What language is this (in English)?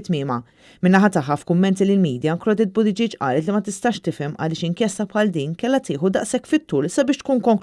Maltese